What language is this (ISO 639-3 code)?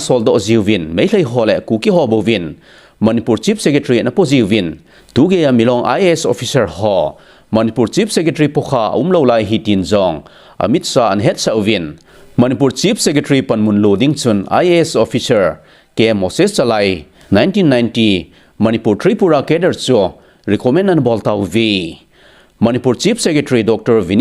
tcz